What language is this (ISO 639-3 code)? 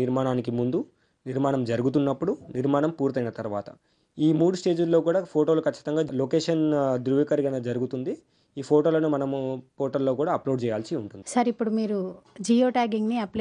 tel